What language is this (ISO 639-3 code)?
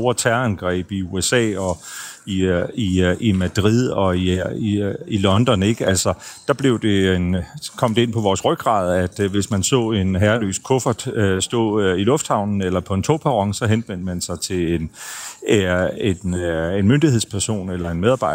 dan